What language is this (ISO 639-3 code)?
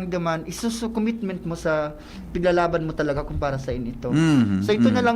bik